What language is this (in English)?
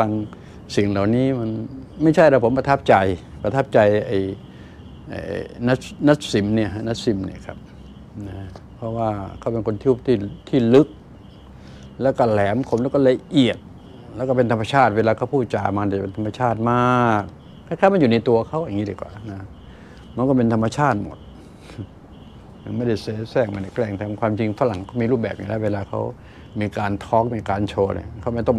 Thai